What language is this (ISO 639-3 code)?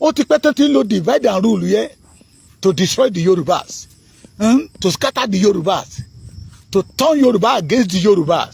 yor